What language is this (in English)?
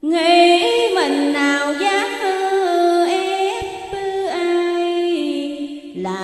Vietnamese